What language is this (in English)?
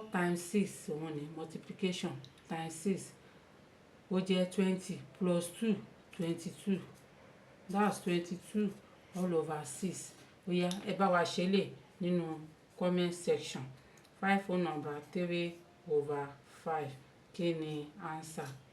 Yoruba